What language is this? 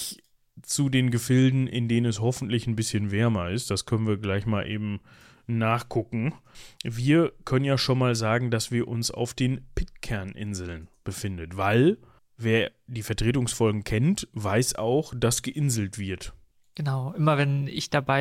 German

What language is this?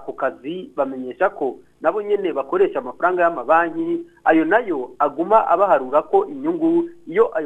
Rundi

